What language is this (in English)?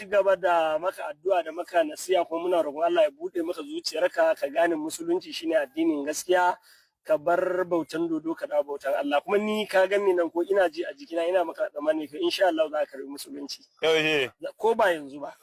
Hausa